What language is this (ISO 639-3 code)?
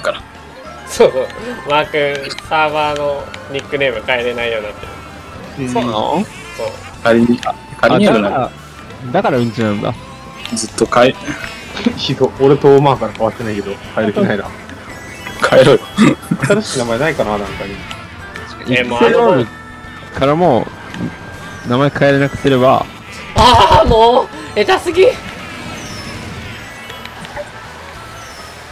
jpn